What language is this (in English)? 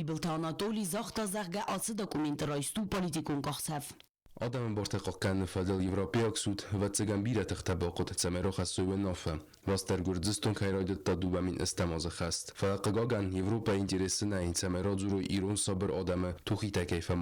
Ossetic